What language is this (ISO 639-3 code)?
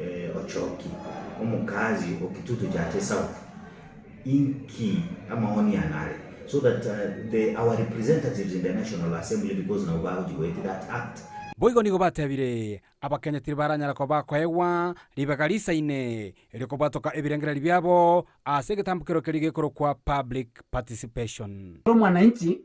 guz